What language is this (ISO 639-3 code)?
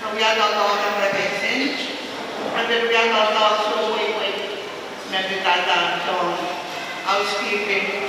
pon